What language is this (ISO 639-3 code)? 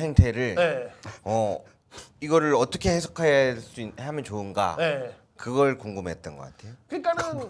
kor